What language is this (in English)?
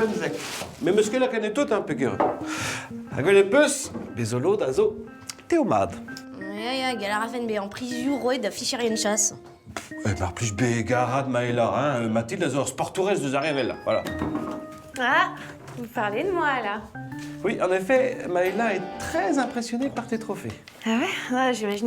Breton